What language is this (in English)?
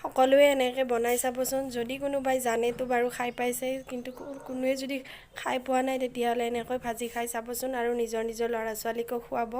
Assamese